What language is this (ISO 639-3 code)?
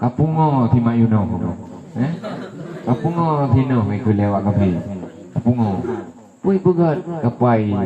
ace